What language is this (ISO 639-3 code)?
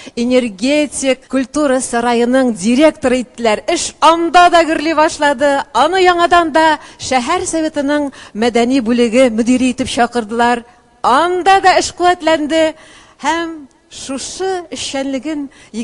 tat